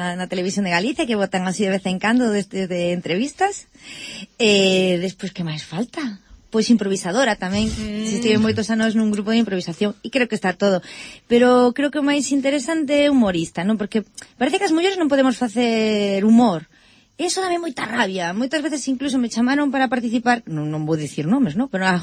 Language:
Galician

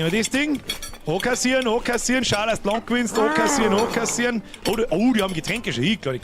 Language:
Bavarian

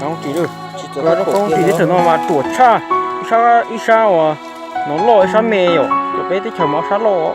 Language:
Hmong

